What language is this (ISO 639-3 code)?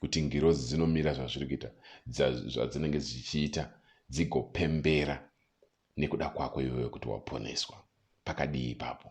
sna